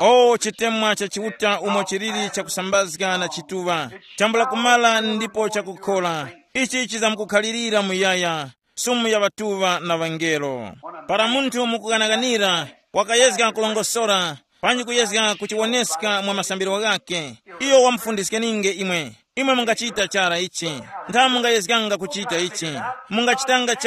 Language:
Tumbuka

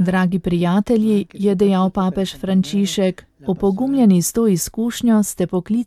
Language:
Slovenian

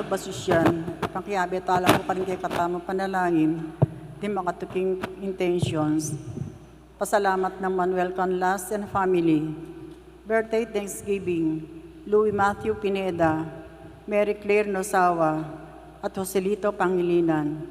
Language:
Pampanga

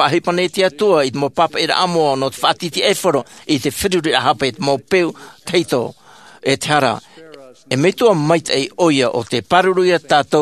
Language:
Tahitian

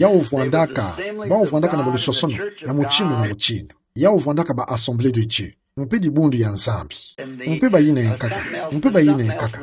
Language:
Kituba (Democratic Republic of Congo)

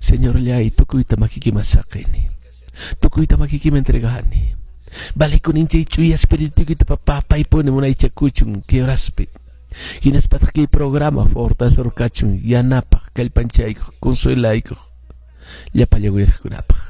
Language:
Quechua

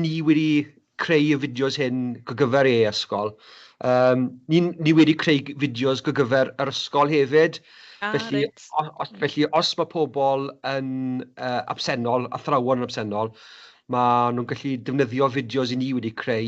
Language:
Welsh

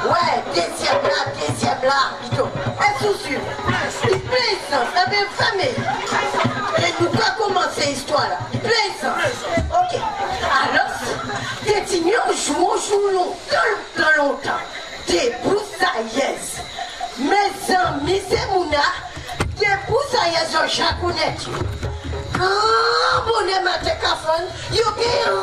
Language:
Guadeloupean Creole French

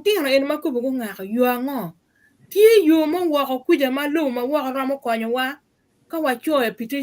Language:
Acoli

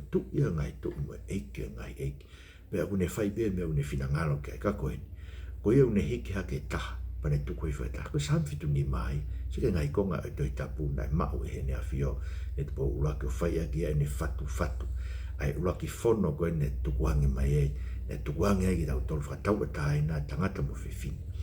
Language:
Tongan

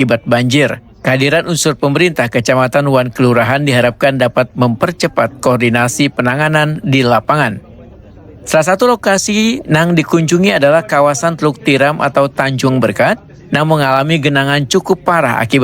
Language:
Banjar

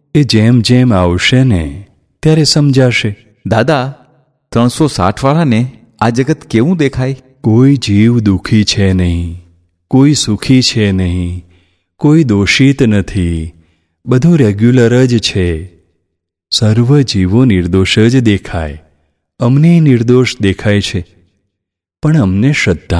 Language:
Gujarati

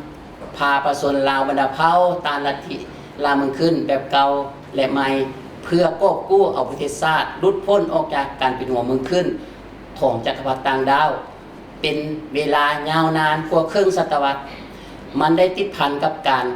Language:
Lao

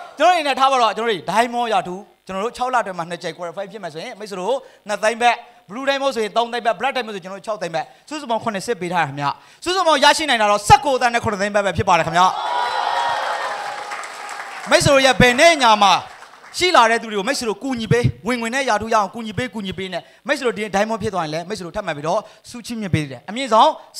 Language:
Burmese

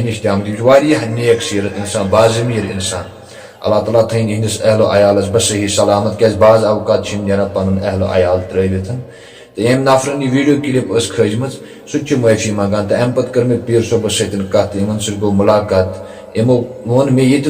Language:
Kashmiri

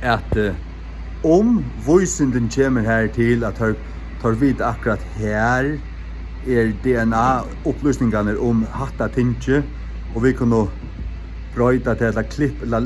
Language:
Faroese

